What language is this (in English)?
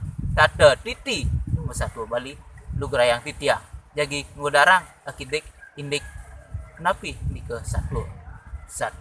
Balinese